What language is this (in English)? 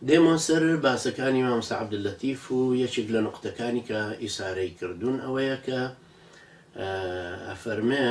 Central Kurdish